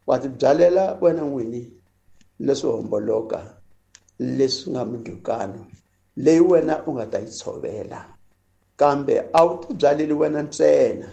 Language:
Tsonga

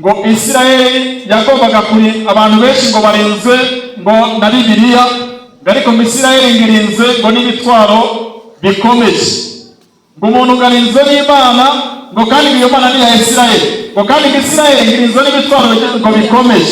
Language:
Kinyarwanda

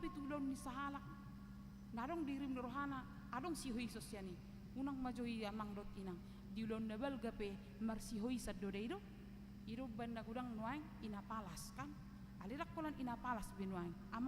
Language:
Batak Toba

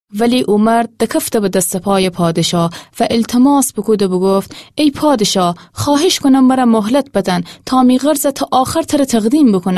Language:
Gilaki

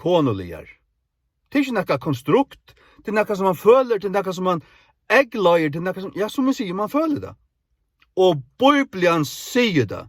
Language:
Faroese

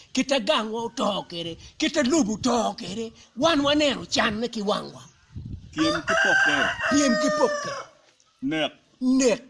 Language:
Acoli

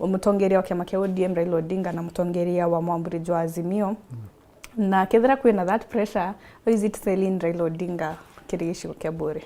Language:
Meru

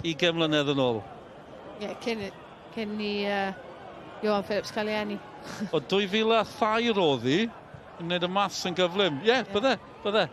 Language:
Welsh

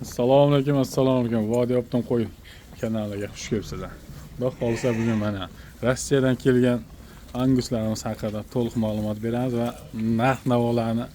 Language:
Uzbek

